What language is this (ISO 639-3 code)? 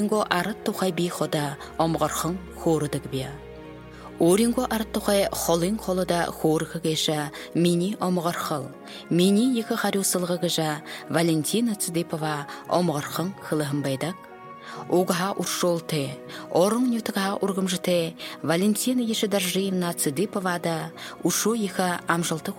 bua